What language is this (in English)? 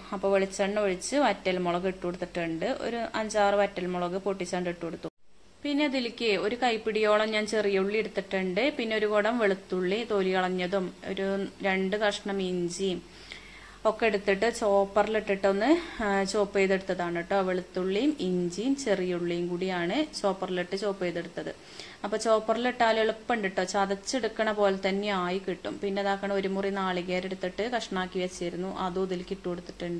Malayalam